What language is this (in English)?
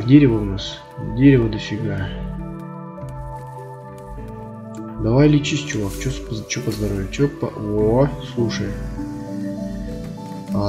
Russian